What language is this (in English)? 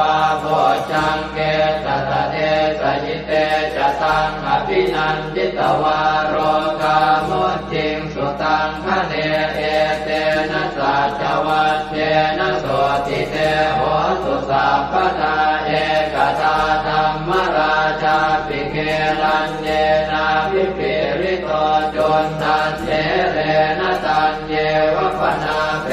Pali